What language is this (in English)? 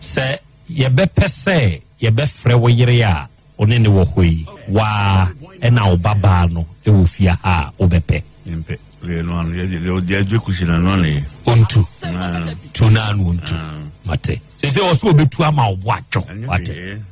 Akan